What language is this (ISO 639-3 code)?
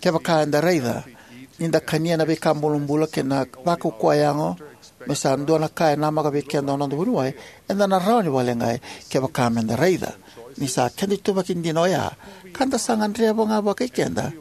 fij